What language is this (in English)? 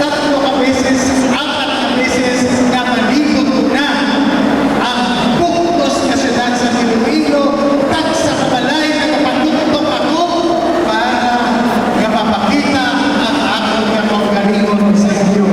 Hiligaynon